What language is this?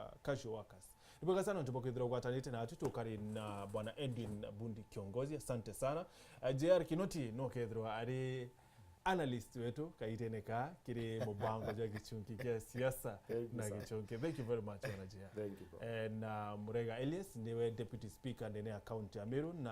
Meru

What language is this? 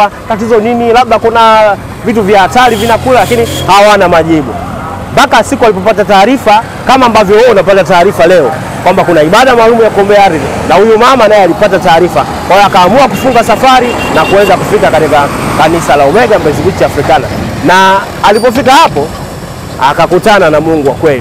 Swahili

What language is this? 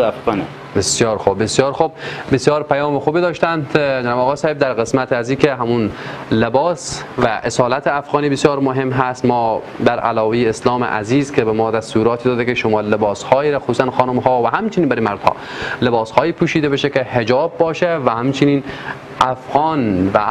Persian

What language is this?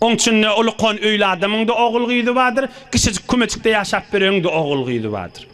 Turkmen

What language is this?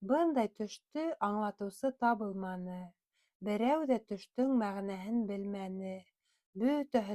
Bashkir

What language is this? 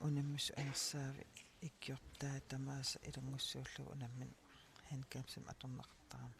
Kalaallisut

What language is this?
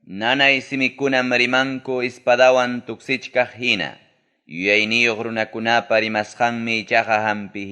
Ayacucho Quechua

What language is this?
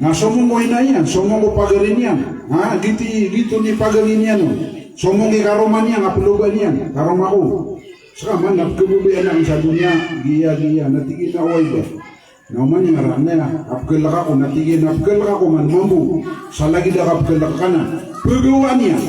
Maranao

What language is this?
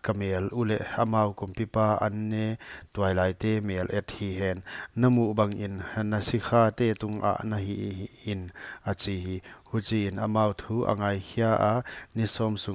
Paite Chin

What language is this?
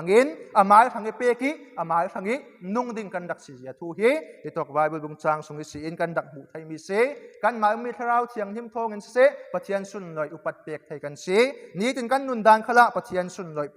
Falam Chin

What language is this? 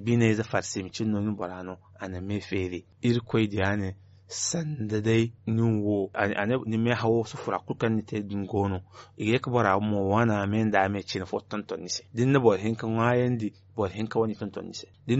Zarma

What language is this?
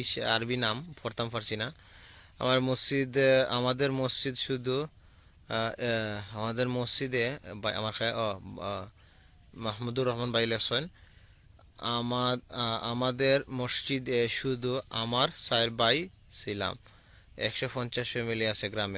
Sylheti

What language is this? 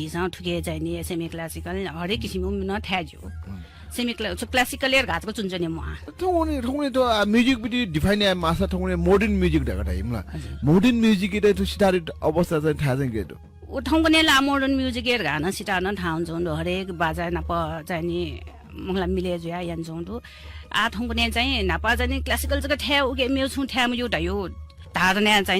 Newari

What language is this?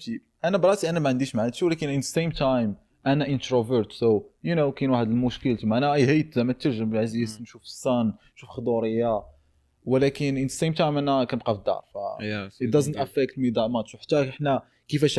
Moroccan Arabic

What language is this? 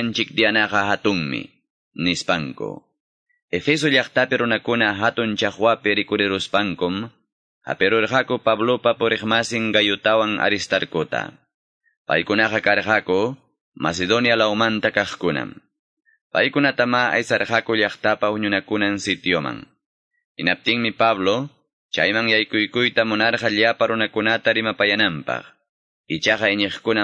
Quechua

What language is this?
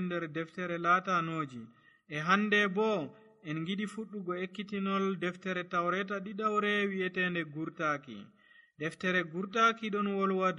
Nigerian Fulfulde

